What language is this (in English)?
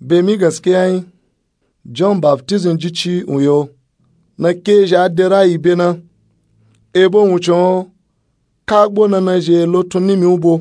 Nupe-Nupe-Tako